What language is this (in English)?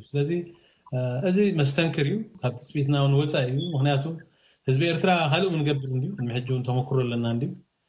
Tigrinya